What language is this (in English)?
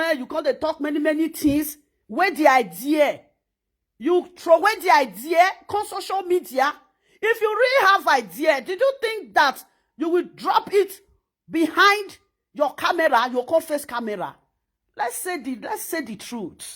Nigerian Pidgin